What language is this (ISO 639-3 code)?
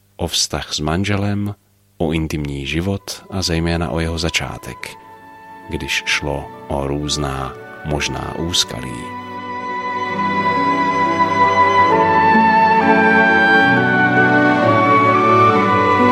ces